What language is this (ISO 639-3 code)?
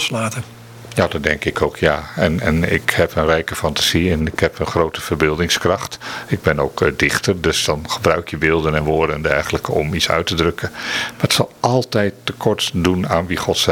nld